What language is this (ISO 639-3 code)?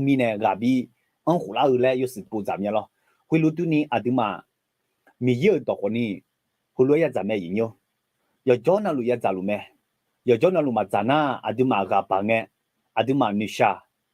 ahk